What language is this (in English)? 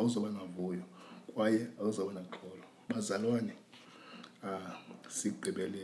Xhosa